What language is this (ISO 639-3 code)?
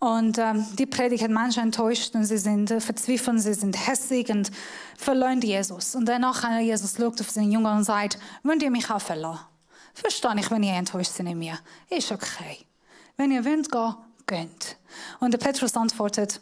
gsw